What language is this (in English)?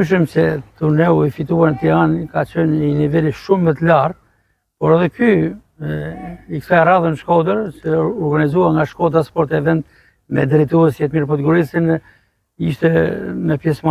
Albanian